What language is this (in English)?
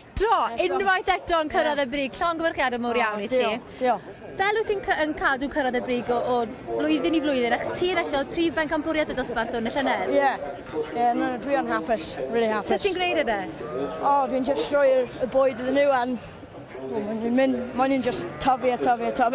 Welsh